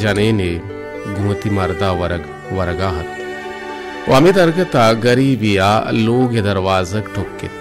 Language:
Baluchi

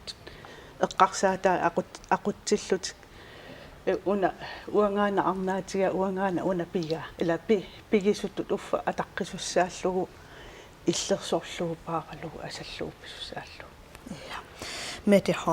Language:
Kalaallisut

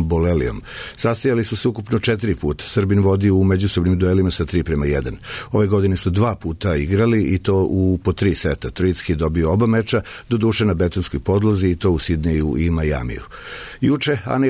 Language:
Serbian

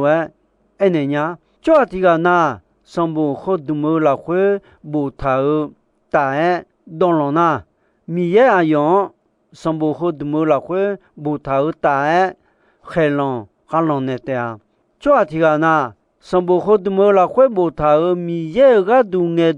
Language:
Akha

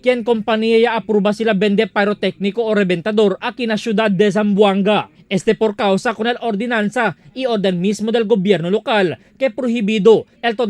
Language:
Chavacano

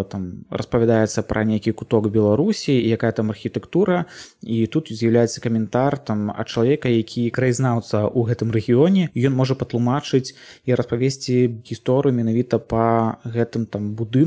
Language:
Belarusian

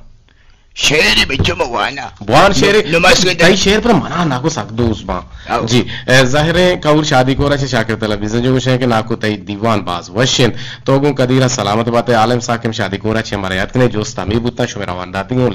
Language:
Eastern Balochi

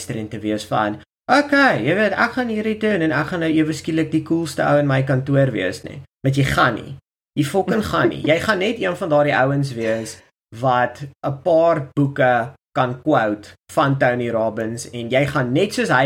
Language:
Afrikaans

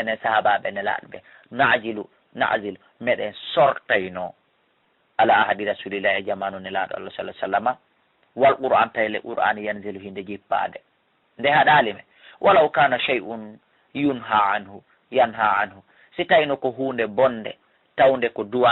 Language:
Fula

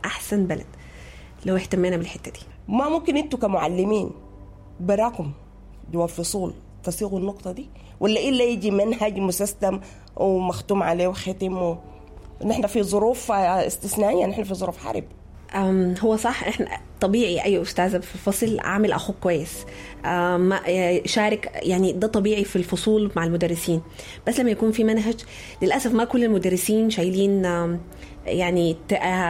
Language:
Sudanese Arabic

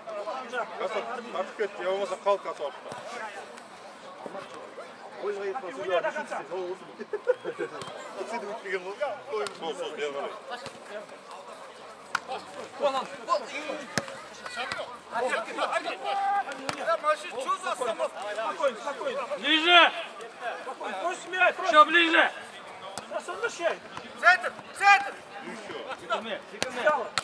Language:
Kazakh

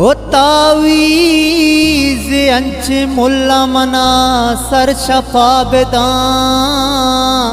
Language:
Baluchi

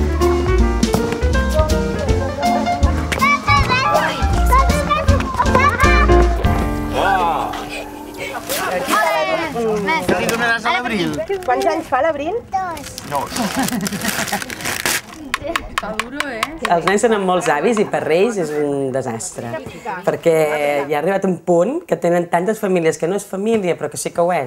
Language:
Catalan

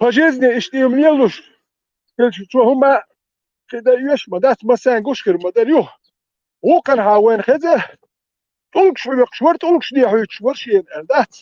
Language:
Chechen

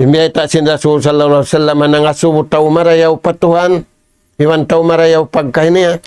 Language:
Tausug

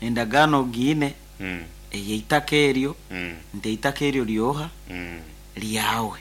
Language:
Nyankole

